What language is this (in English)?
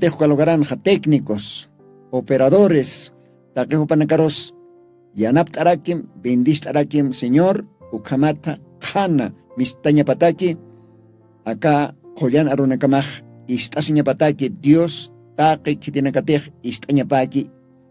Aymara